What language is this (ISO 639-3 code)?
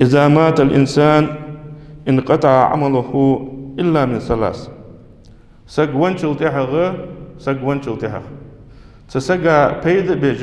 inh